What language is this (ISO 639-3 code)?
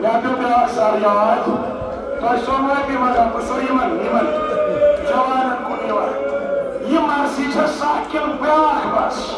kas